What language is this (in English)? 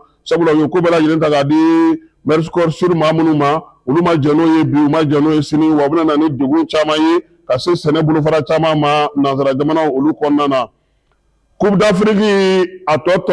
Bambara